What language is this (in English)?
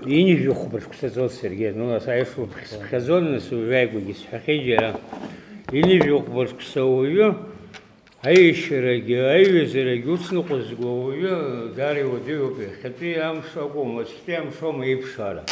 Abkhazian